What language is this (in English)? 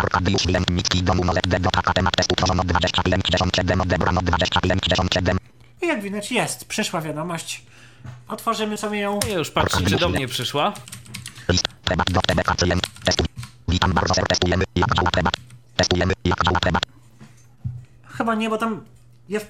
Polish